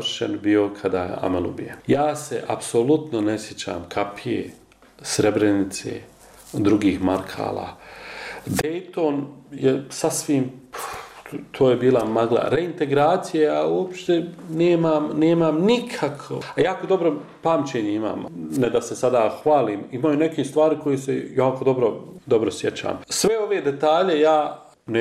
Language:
Bosnian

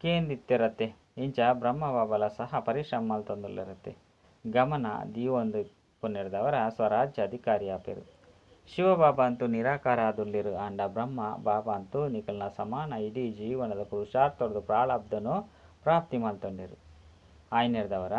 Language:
Tulu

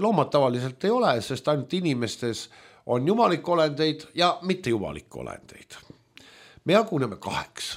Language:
Estonian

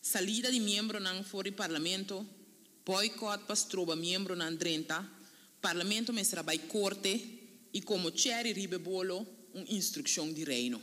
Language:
Papiamento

